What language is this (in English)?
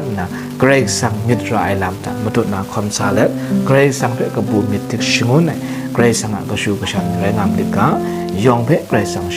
Kachin